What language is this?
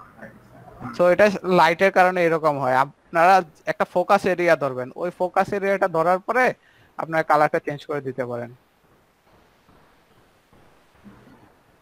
Bangla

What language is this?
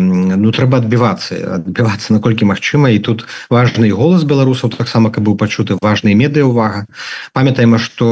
Belarusian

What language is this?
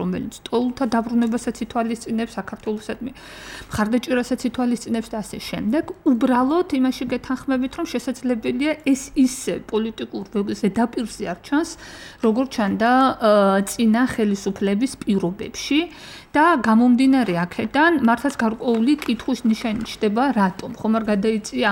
Georgian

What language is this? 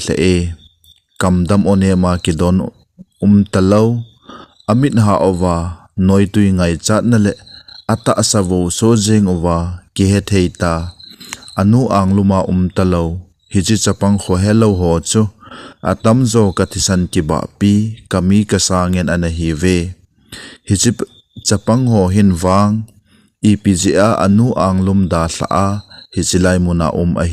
Thado Chin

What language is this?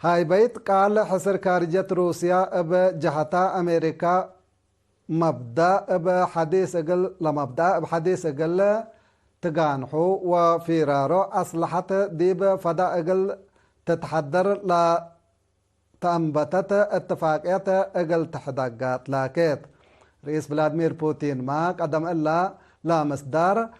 Tigre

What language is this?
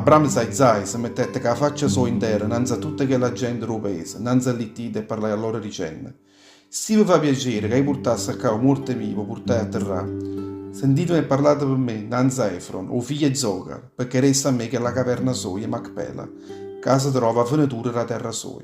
Neapolitan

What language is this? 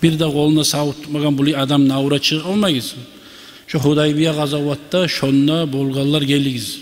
Kumyk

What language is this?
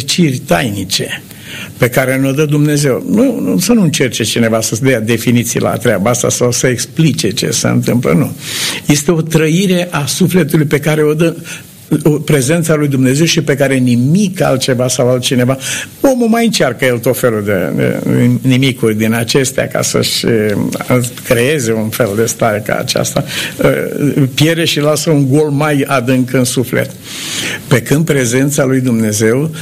Romanian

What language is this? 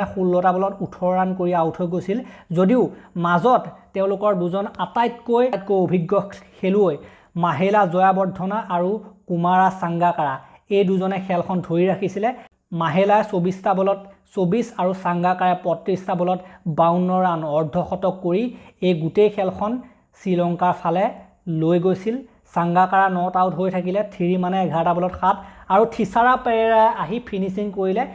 Assamese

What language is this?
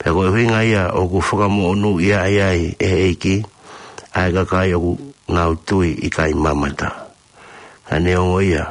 Tongan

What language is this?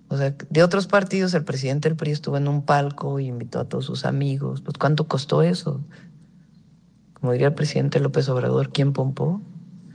Spanish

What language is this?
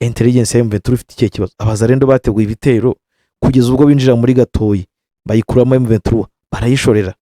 Kinyarwanda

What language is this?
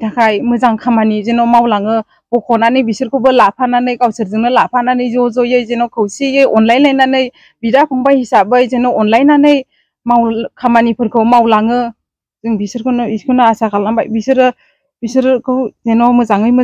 Bodo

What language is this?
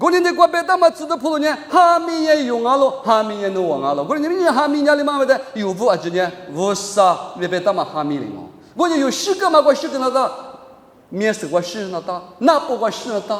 Lisu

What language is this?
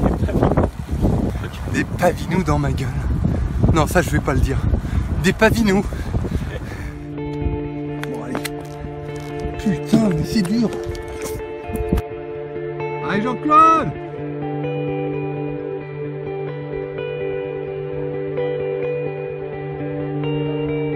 French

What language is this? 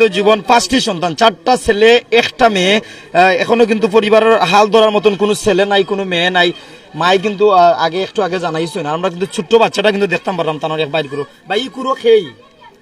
Sylheti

